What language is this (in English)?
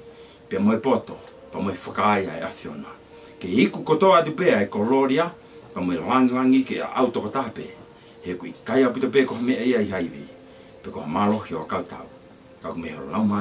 Tongan